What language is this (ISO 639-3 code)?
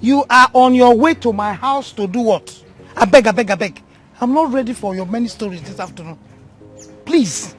pcm